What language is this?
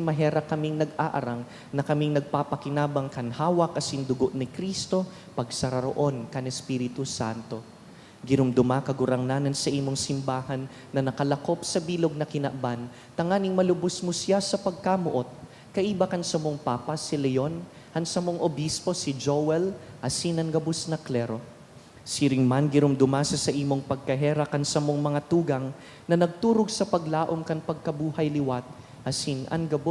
Bikol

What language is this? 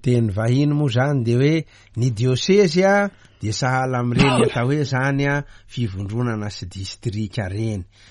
Malagasy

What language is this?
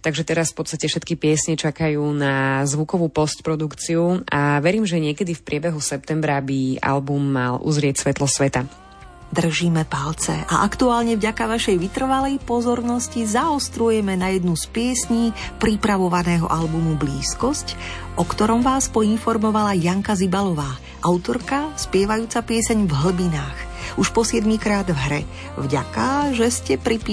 Slovak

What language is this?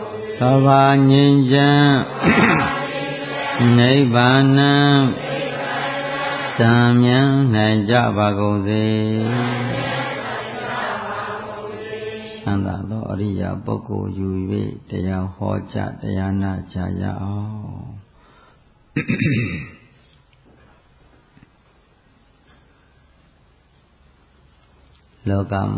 Burmese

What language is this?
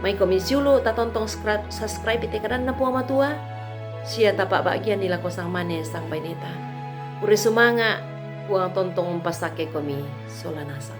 Toraja-Sa'dan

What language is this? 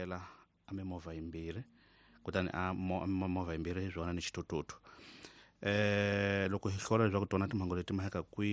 Tsonga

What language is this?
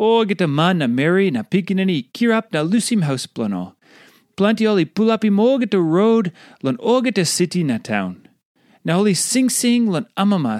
Tok Pisin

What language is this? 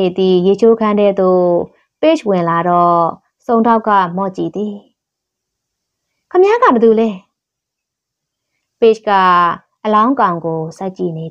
Burmese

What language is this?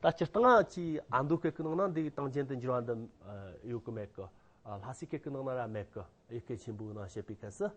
Amdo Tibetan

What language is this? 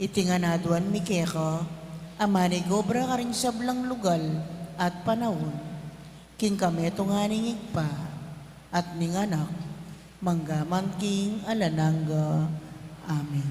Pampanga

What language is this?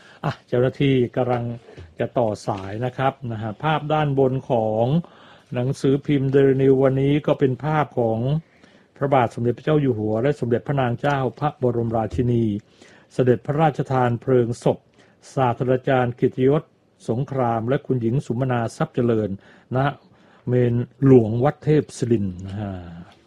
Thai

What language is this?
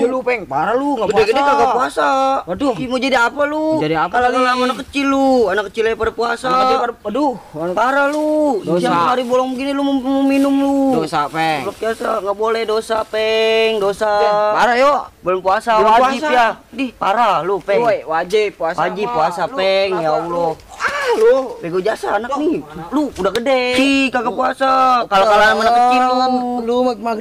Betawi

